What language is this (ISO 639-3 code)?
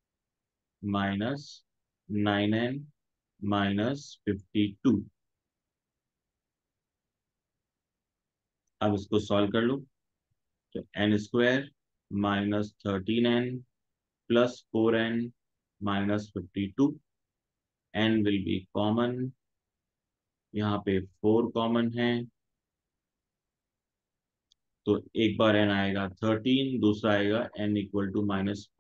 hin